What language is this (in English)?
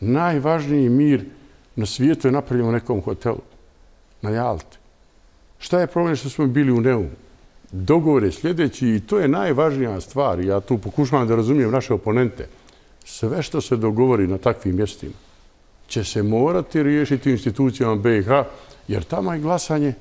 Bosnian